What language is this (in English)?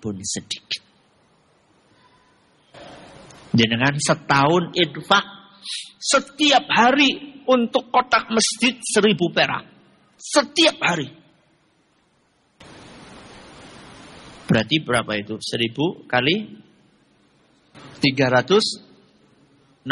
Indonesian